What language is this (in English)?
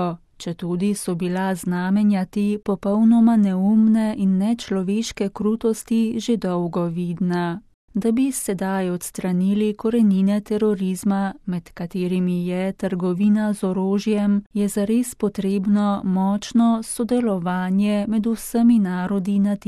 Slovenian